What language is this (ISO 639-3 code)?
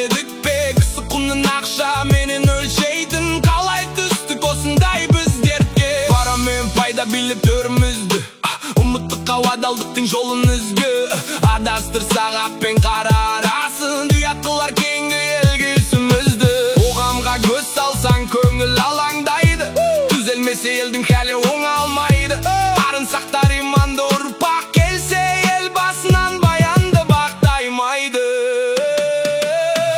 kaz